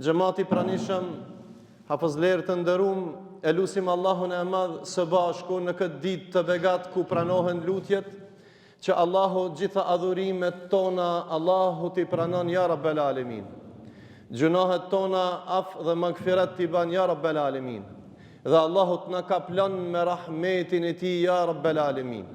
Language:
Albanian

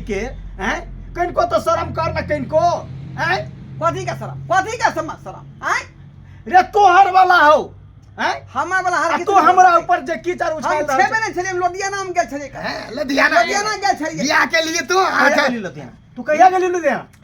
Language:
Maithili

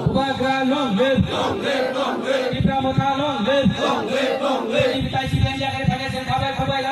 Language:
Kok Borok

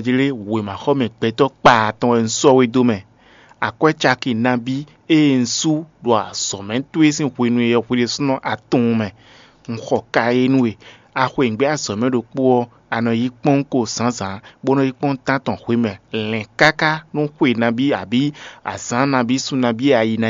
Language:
Fon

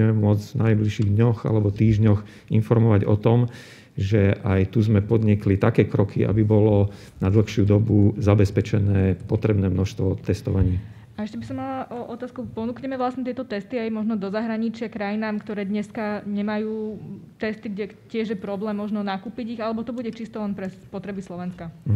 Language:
Slovak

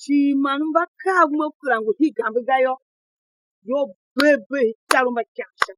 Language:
Tiv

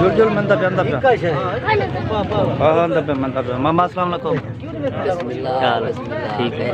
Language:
Saraiki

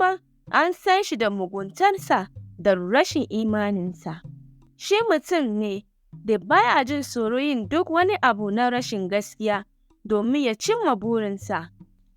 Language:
Hausa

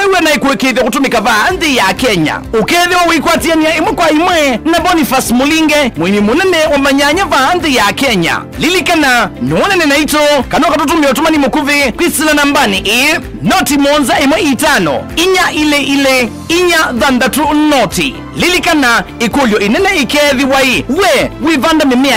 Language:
Kamba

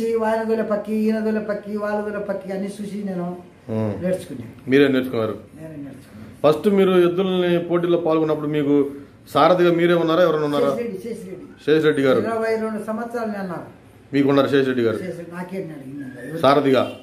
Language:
Telugu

